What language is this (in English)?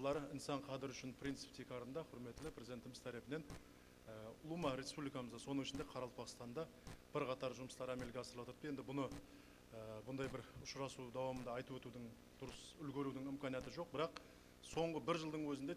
Kara-Kalpak